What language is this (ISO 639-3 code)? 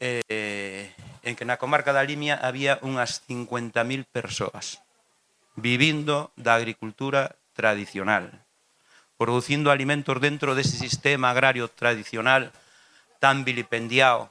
glg